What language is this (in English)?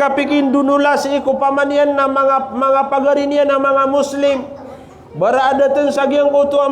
Maranao